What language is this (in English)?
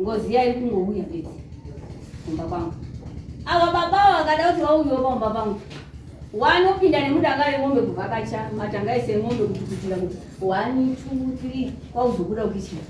Shona